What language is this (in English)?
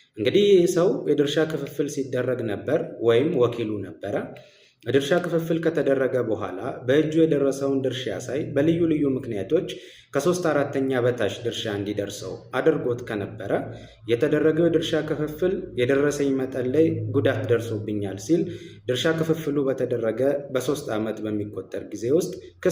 Amharic